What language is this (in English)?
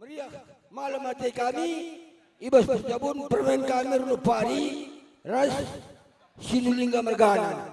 Batak Karo